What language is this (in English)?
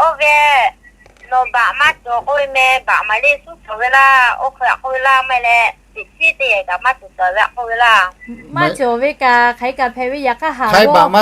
Lahu